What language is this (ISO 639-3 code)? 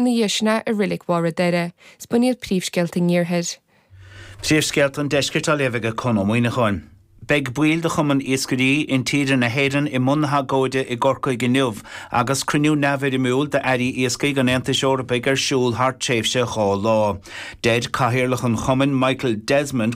gle